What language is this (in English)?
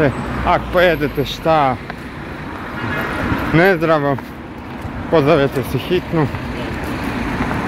Croatian